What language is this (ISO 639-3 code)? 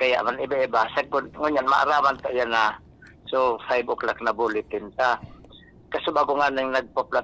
bik